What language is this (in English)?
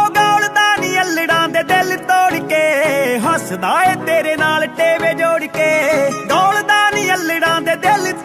Punjabi